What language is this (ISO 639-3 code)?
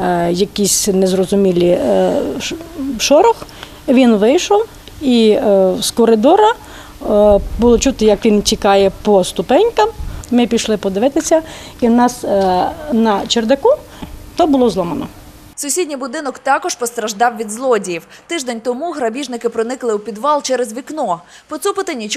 ukr